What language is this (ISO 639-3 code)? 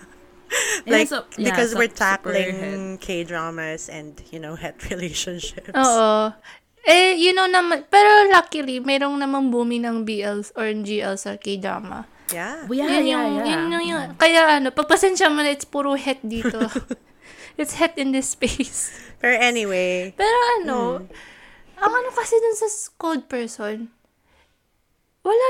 fil